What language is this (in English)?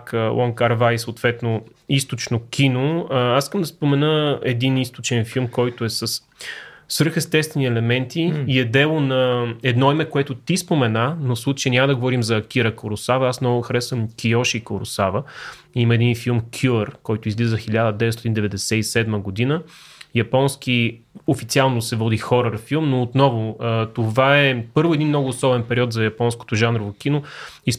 Bulgarian